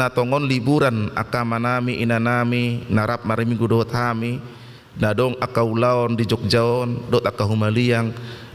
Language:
Batak Toba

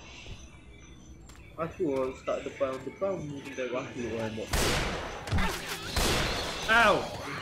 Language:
Malay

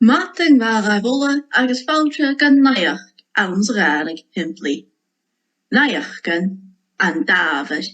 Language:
Scottish Gaelic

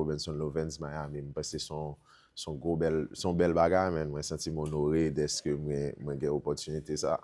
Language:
Haitian Creole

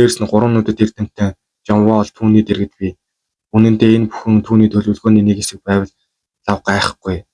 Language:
Mongolian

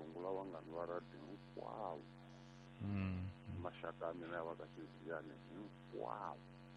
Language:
Tsonga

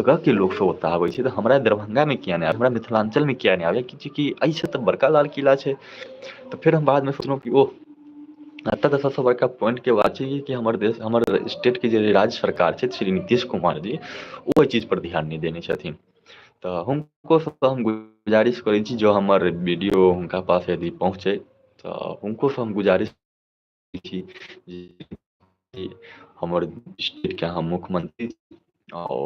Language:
Maithili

